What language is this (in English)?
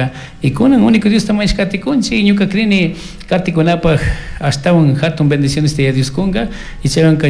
Chimborazo Highland Quichua